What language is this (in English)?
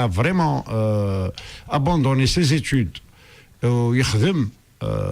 Kabyle